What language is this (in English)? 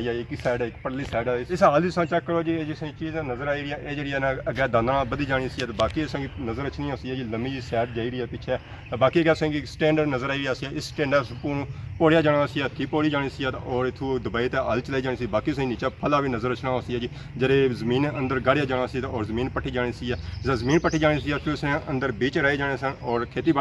Pahari-Potwari